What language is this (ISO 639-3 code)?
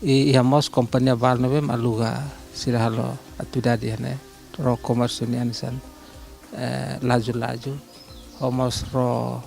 tet